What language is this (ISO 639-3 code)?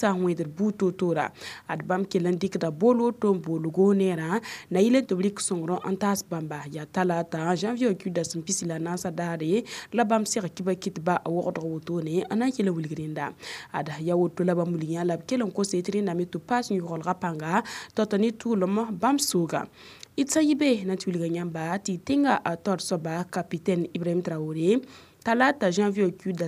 mos